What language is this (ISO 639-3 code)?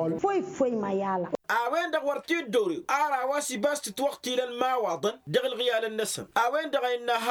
taq